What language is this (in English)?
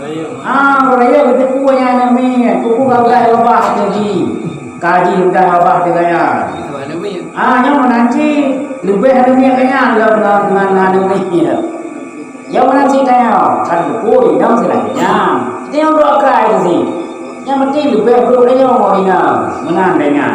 Achinese